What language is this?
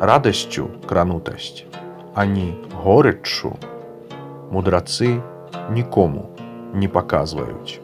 Belarusian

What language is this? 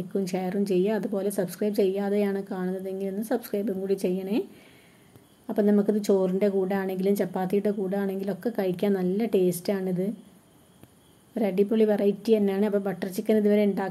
Malayalam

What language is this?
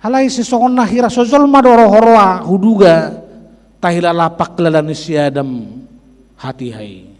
Batak Toba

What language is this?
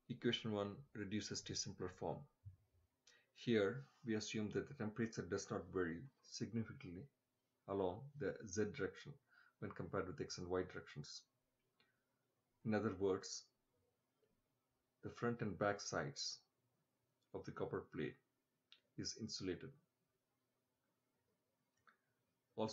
English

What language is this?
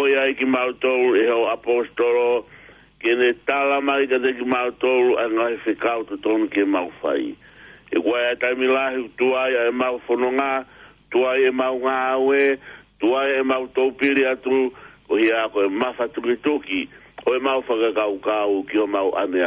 Tongan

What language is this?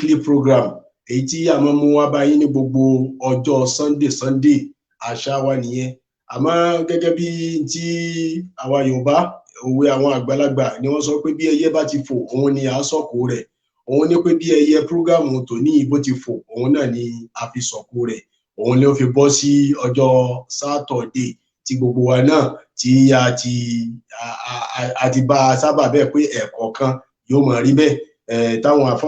Yoruba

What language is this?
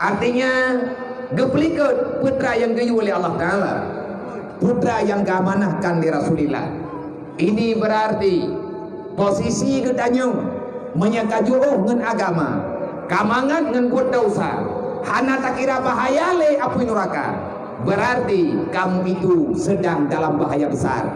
Achinese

